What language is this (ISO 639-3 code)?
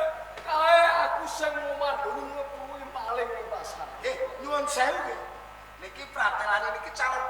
jav